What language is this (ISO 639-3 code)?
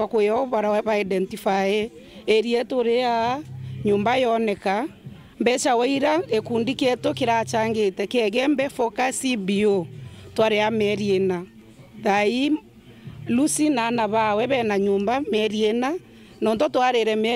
mer